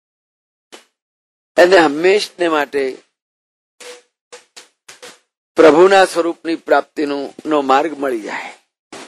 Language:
Gujarati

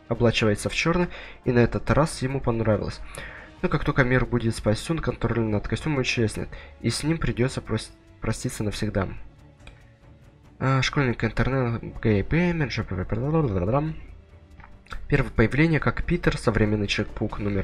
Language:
Russian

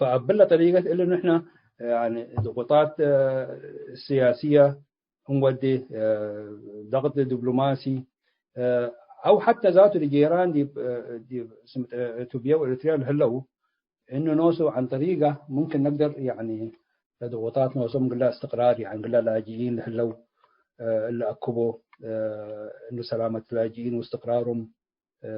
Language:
Tigre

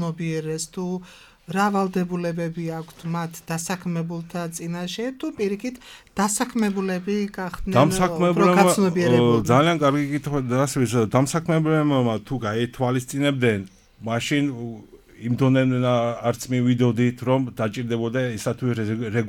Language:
Georgian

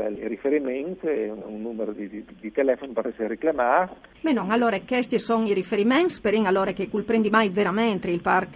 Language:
Friulian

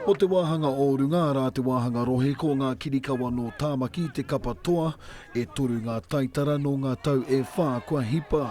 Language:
Māori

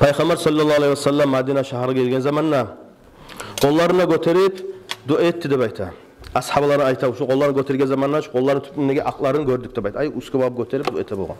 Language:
Kumyk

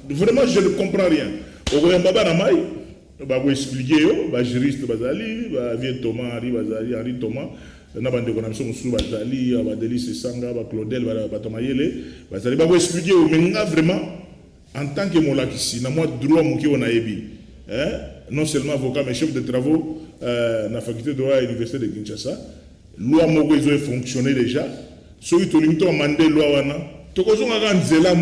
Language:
Lingala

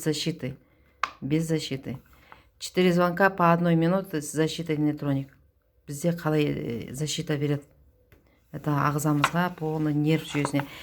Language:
Kazakh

